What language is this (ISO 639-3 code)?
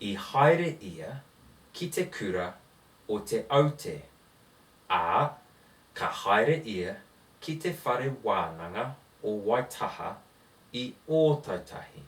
mri